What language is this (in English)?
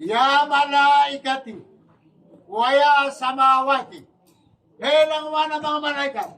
Maranao